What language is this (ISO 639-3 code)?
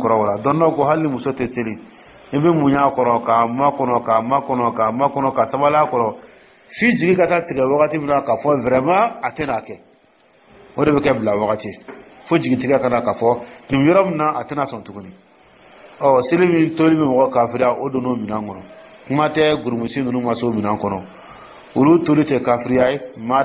dyu